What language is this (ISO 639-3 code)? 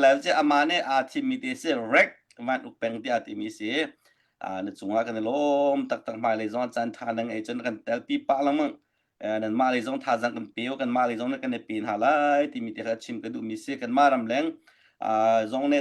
cnh